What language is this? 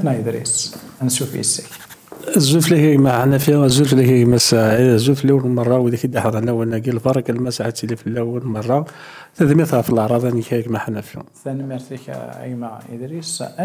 Kabyle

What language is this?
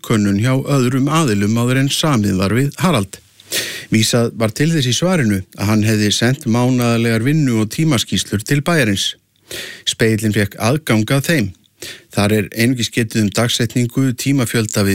Icelandic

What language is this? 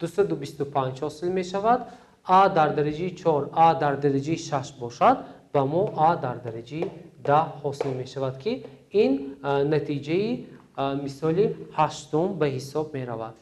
Tajik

